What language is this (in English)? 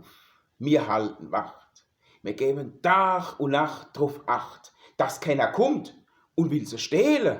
Palatine German